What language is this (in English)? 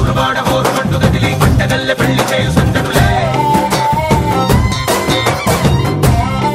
Telugu